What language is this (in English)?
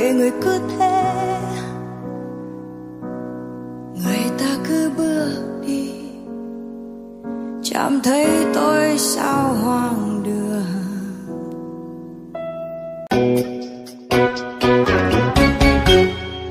Vietnamese